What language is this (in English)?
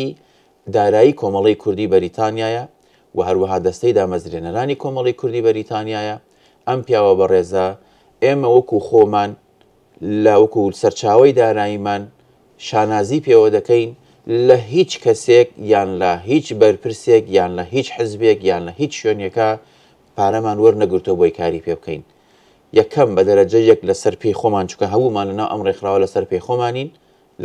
Central Kurdish